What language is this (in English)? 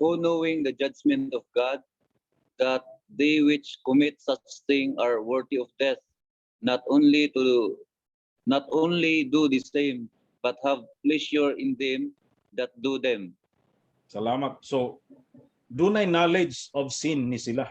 Cebuano